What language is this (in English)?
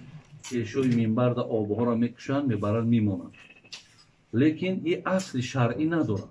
Tajik